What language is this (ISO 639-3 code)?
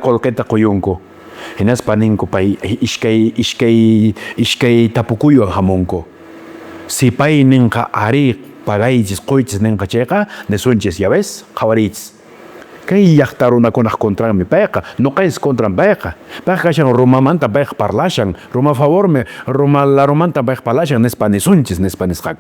que